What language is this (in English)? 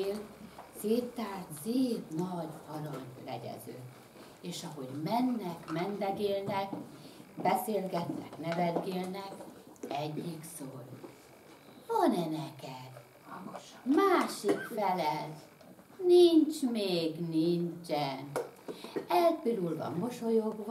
Hungarian